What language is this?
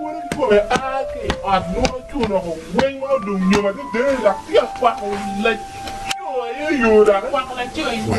Acoli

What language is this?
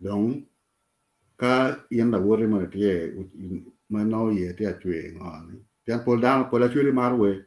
Acoli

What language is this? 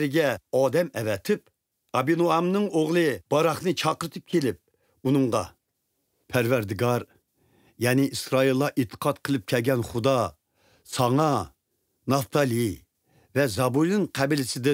Uyghur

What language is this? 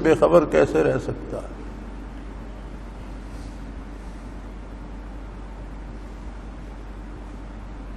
Urdu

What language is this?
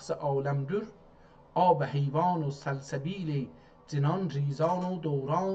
South Azerbaijani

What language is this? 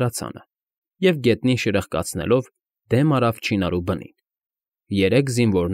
Armenian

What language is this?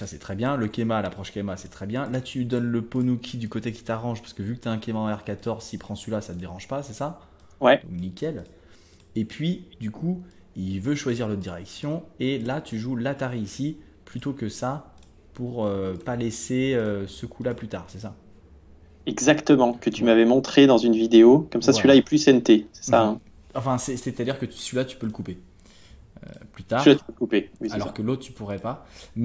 French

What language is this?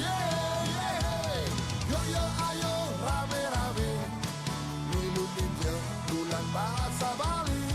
Balinese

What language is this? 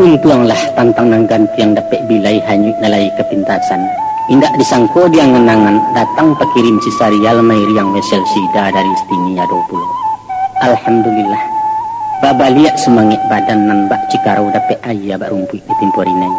Minangkabau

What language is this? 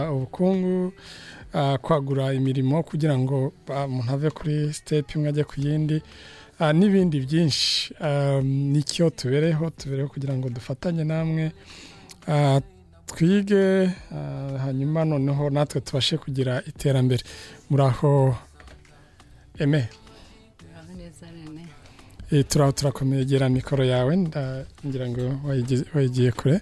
Kinyarwanda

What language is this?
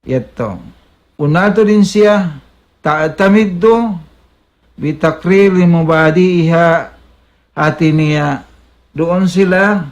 Tausug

